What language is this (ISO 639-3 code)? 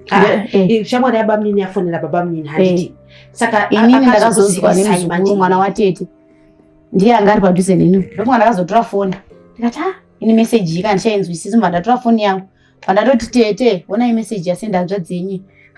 sna